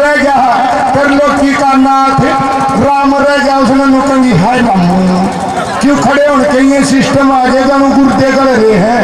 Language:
Haryanvi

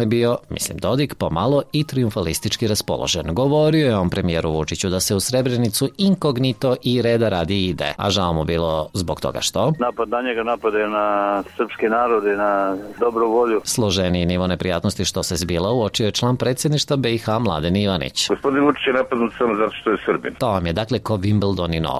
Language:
Serbian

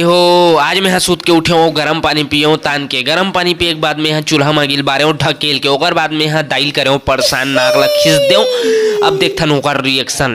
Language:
Chhattisgarhi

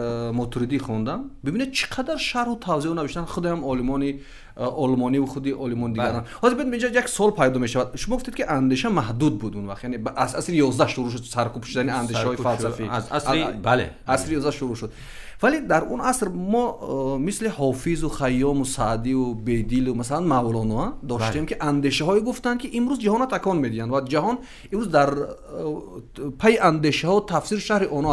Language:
Tajik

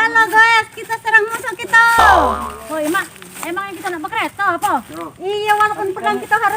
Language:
Musi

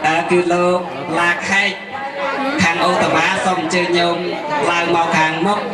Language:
Khmer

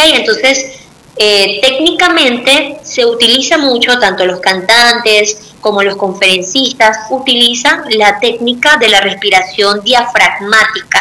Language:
Spanish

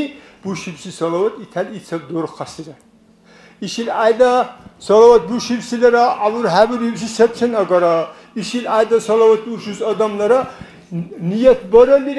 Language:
Dargwa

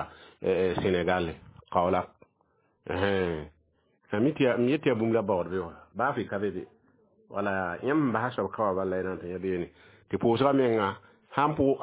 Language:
Mossi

